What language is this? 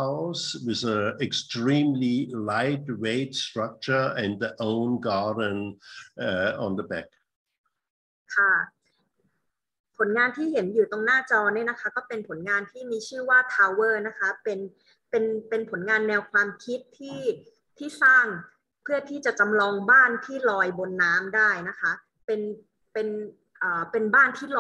Thai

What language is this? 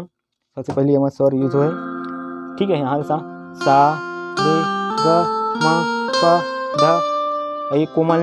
Chhattisgarhi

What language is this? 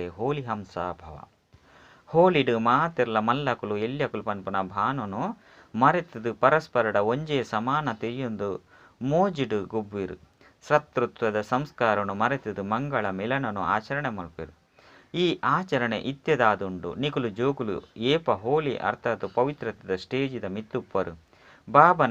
Tulu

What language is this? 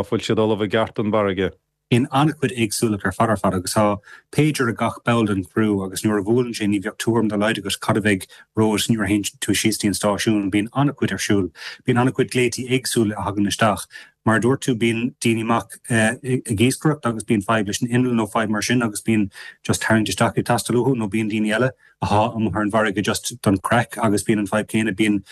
Irish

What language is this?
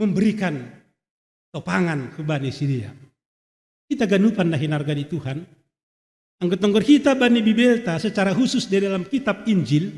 Batak Simalungun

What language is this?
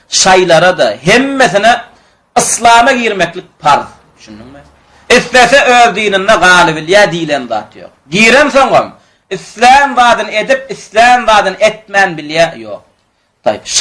Turkmen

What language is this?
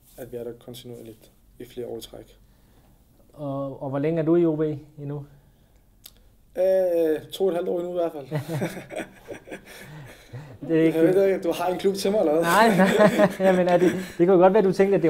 Danish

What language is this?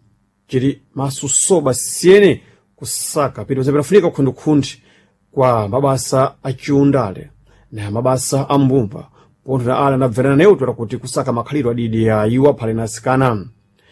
Sena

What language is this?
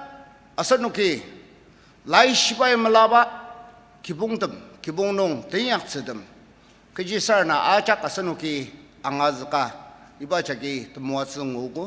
Ao Naga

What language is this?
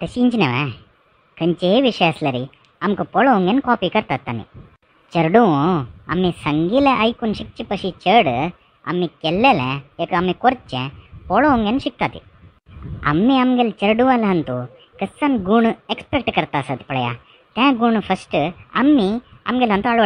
Konkani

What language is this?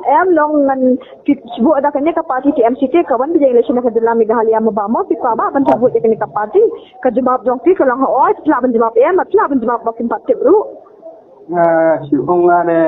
Khasi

